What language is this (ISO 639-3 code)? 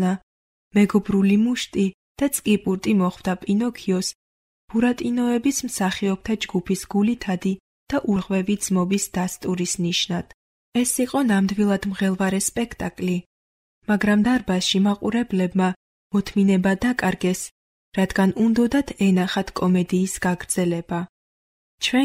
kat